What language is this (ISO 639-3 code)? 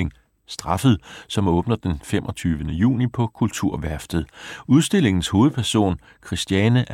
dan